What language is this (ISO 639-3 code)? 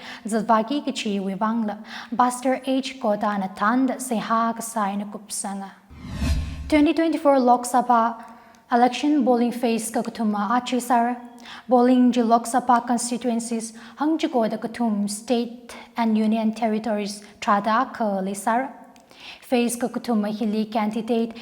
nmf